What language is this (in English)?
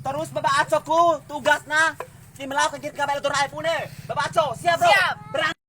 Bima